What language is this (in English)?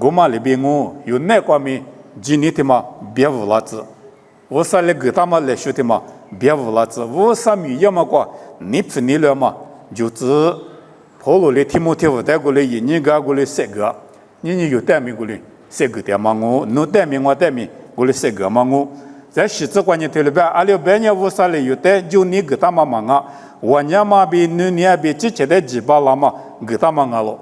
Lisu